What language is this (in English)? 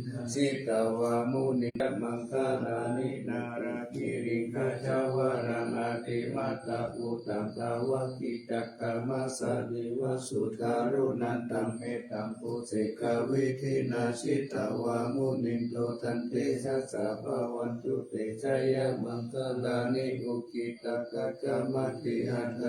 Pali